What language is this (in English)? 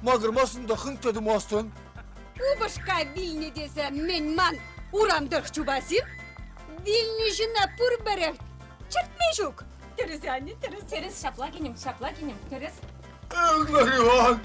Chuvash